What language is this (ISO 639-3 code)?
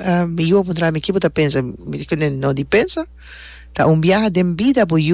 pap